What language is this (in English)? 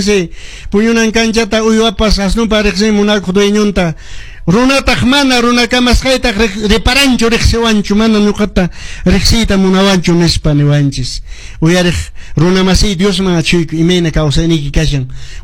Quechua